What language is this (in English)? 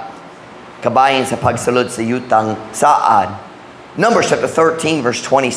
Cebuano